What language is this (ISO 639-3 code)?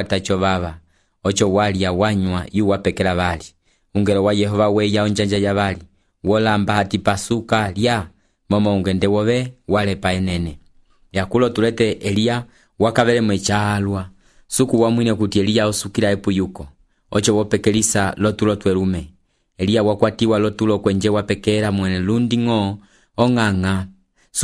umb